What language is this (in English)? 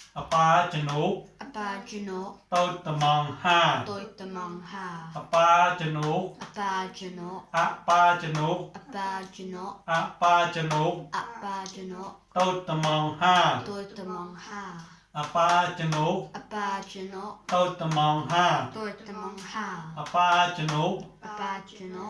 Mon